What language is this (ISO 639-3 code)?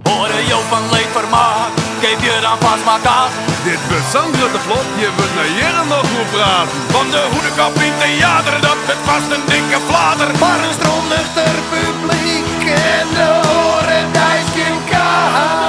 fry